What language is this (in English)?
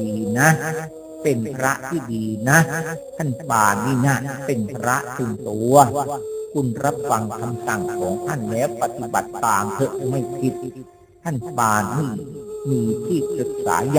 Thai